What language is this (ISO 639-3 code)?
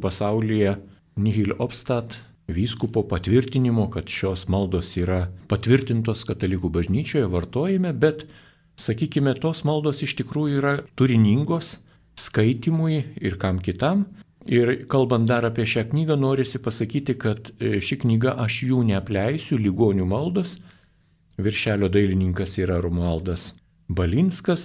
lit